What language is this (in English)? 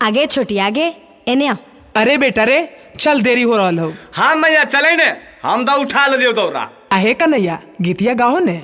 Magahi